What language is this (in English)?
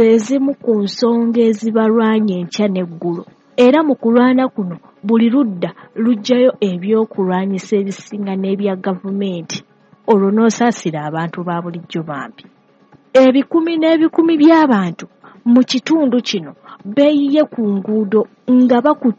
Ganda